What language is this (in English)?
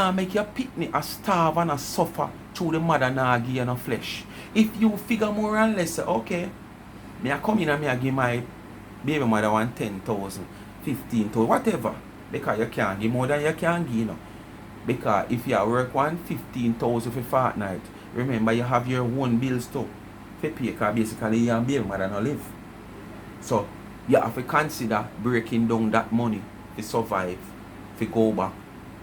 Jamaican Creole English